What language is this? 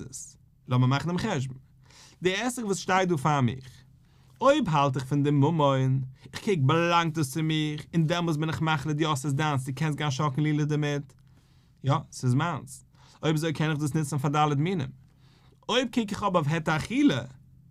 Yiddish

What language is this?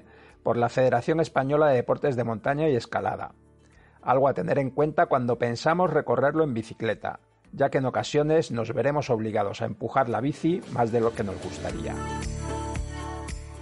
Spanish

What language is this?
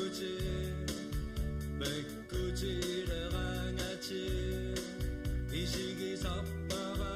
Kalaallisut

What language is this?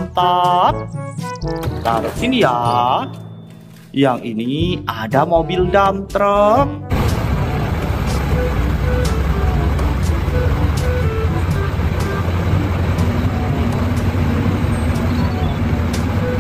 Indonesian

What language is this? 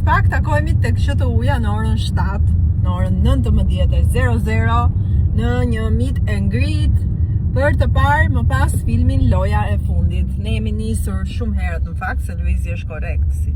Albanian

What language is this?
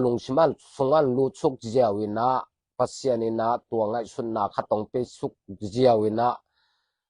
Tedim Chin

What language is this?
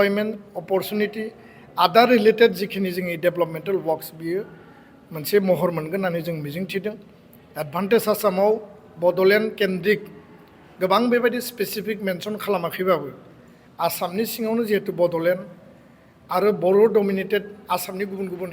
Bodo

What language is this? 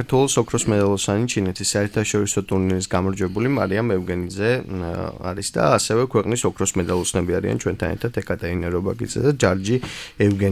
Georgian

